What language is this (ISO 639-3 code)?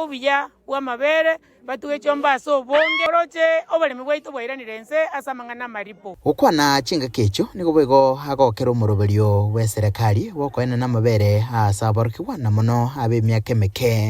guz